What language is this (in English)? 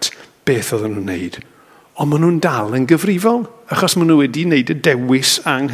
Welsh